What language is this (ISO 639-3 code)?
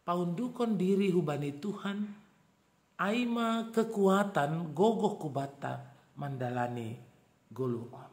bts